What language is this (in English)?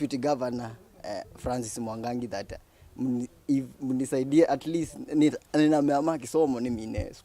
Kamba